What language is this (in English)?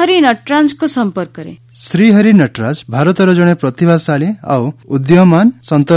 Odia